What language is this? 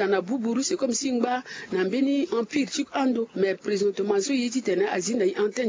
Sango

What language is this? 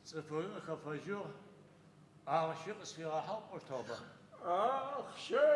Adyghe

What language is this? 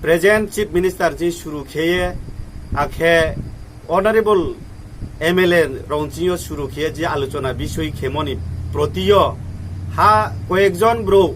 Riang (India)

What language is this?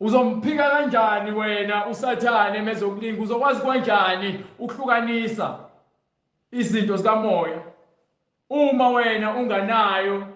Zulu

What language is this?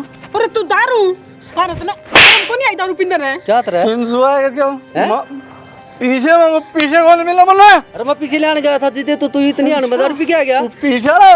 Haryanvi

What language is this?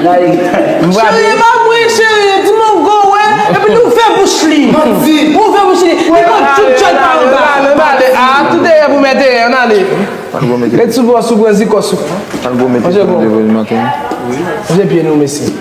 Haitian Creole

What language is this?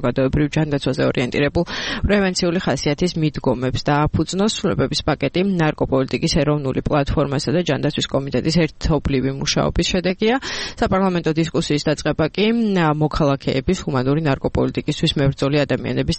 Georgian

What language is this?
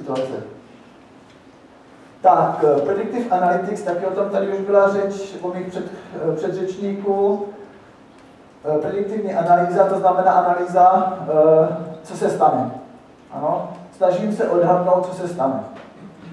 Czech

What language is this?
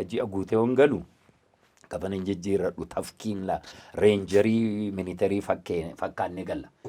Oromo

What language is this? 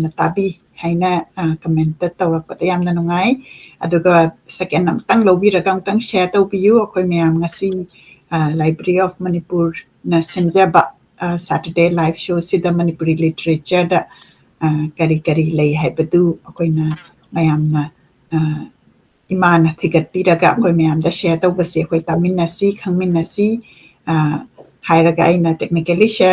Manipuri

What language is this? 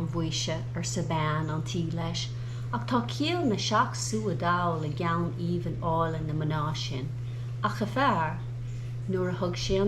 Irish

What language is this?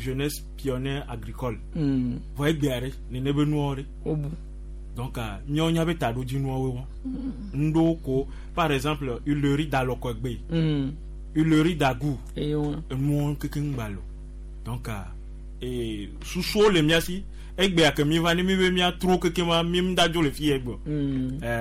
Gen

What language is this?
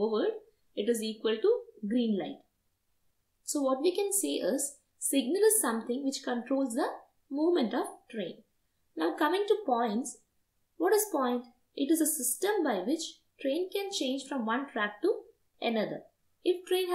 English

